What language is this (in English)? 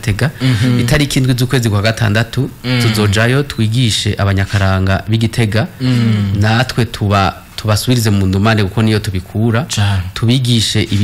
Rundi